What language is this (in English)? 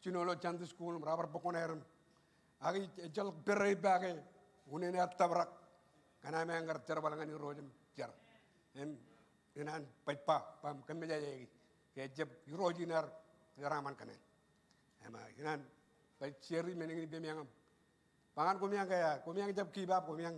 Marshallese